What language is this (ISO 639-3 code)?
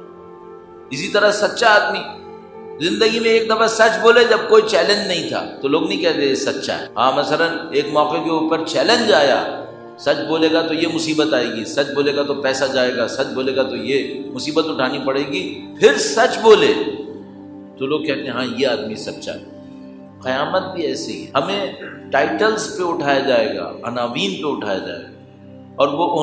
urd